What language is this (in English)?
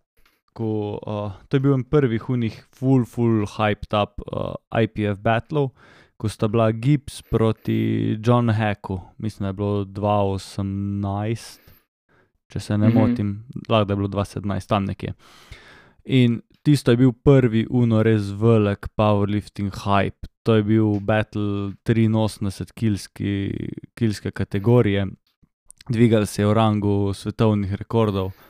Slovenian